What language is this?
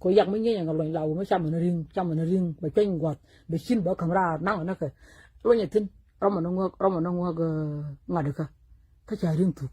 Nuer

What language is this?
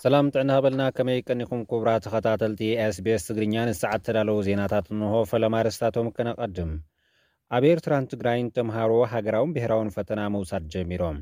Tigrinya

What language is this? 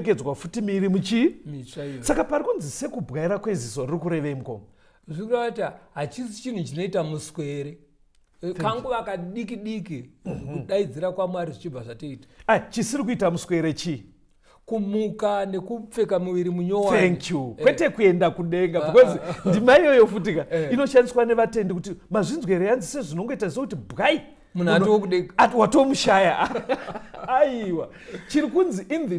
Shona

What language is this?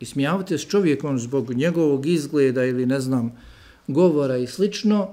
Bosnian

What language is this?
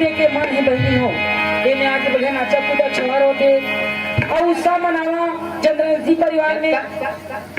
Chhattisgarhi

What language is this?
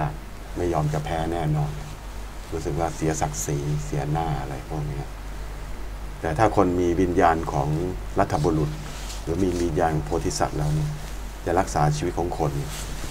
Thai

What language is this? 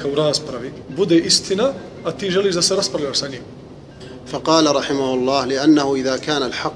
Bosnian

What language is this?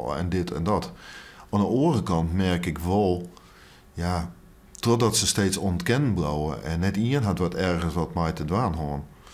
Western Frisian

